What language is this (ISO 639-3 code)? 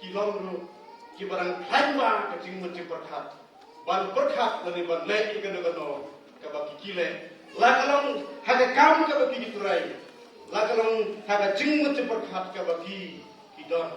kha